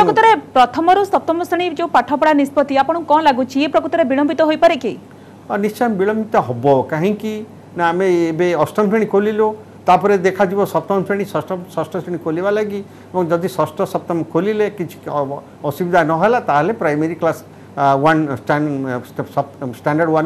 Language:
Odia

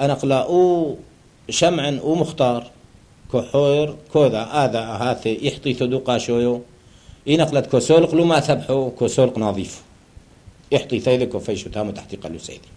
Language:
Turoyo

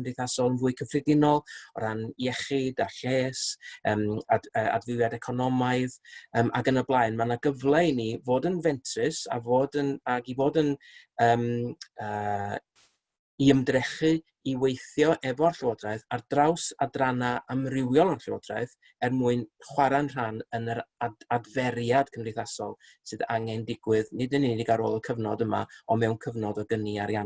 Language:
Welsh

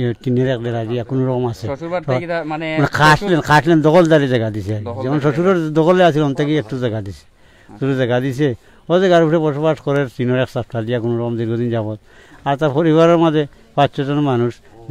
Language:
Sylheti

